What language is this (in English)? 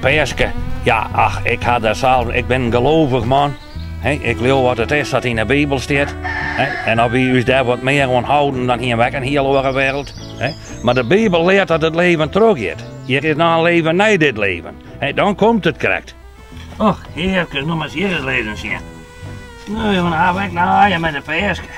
Western Frisian